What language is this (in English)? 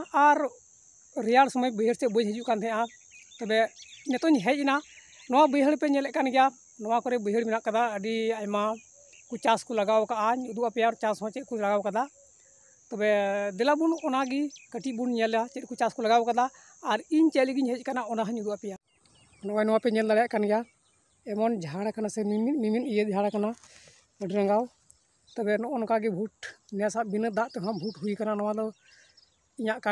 Santali